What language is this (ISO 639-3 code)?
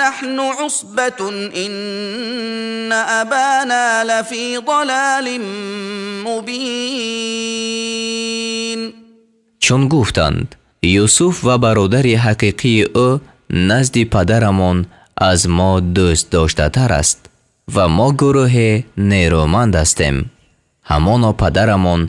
tgk